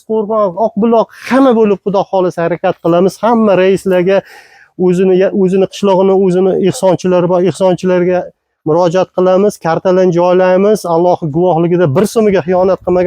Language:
Uzbek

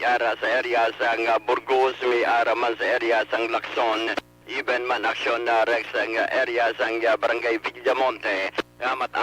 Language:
Hiligaynon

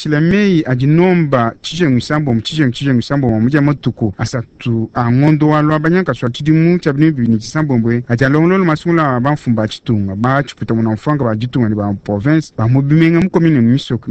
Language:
Luba-Lulua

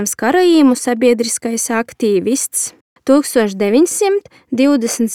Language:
Latvian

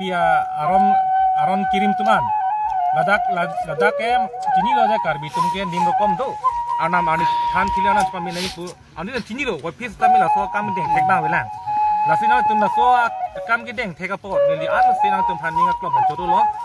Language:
Karbi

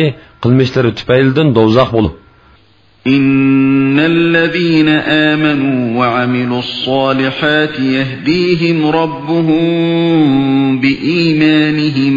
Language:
Uyghur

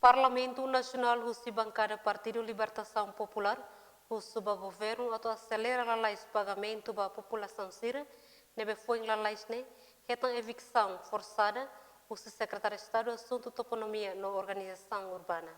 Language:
Tetum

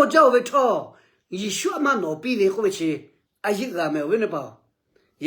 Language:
Lahu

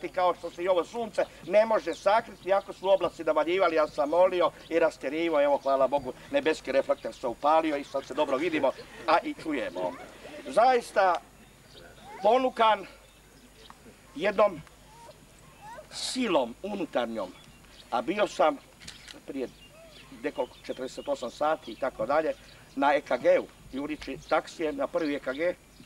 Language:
Croatian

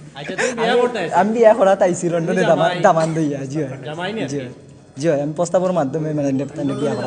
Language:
Sylheti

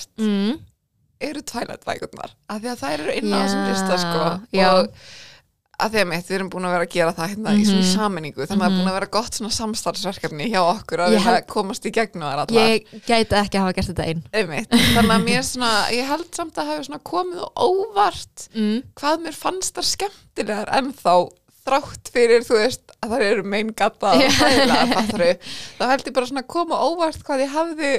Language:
Icelandic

